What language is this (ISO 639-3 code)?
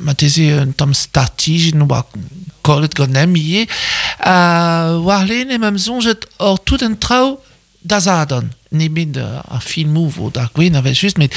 bre